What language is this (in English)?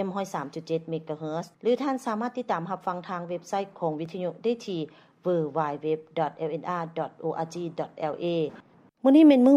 Lao